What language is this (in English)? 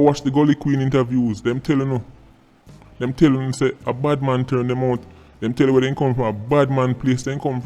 Jamaican Creole English